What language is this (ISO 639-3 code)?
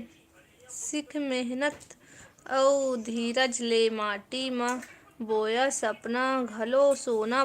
hne